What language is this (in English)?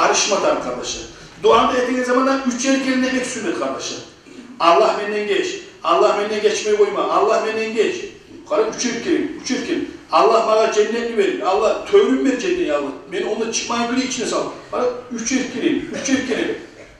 Kumyk